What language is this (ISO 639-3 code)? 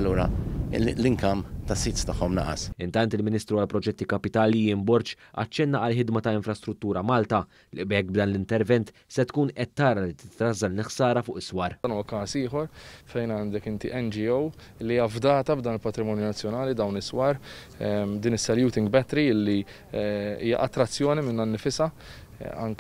mlt